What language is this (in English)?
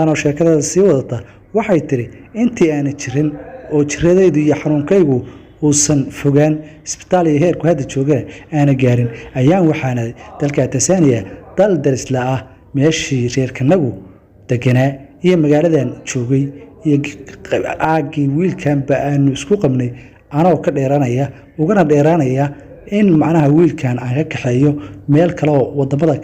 Somali